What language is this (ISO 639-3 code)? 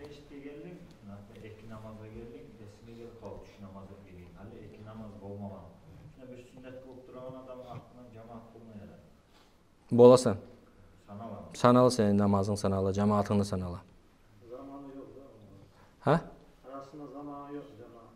kum